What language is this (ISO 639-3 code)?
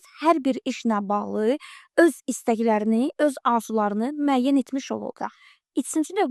aze